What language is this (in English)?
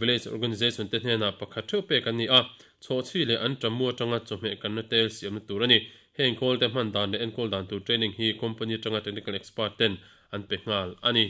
Mizo